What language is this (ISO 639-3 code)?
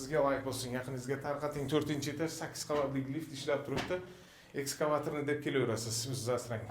uzb